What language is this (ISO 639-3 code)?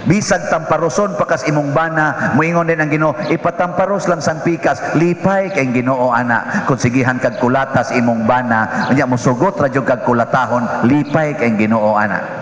ceb